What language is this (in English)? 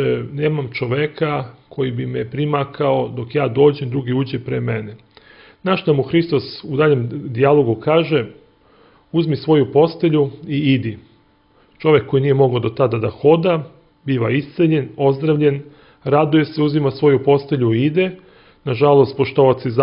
Serbian